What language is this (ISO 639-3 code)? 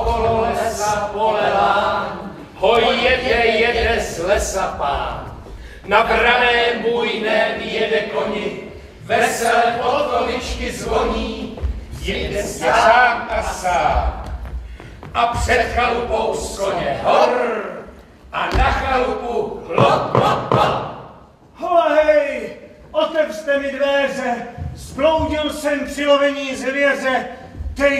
ces